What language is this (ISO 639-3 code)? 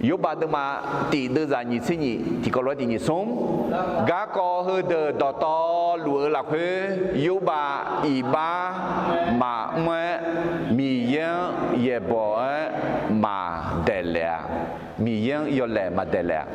ahk